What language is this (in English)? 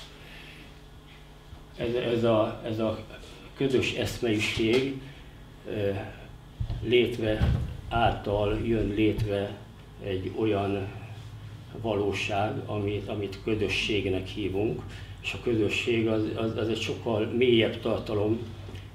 Hungarian